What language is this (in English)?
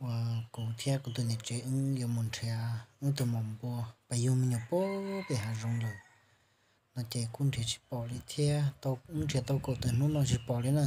Hmong